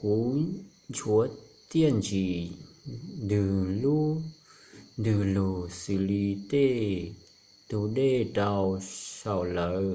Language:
Hmong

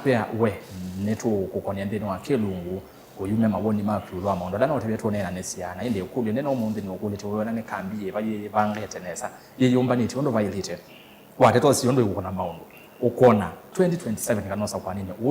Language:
Kamba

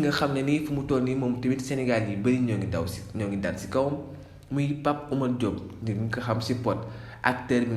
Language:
Wolof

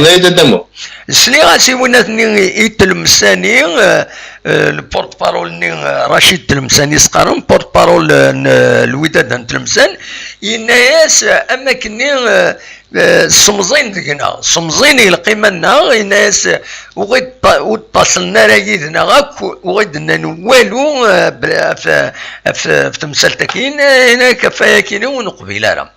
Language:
Kabyle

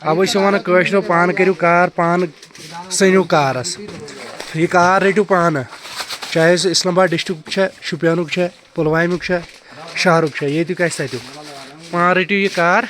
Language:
Kashmiri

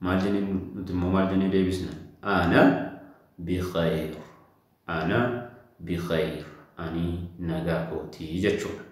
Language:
Oromo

